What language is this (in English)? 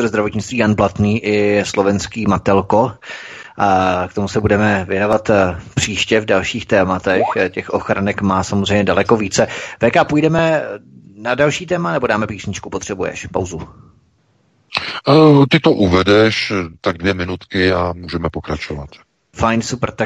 Czech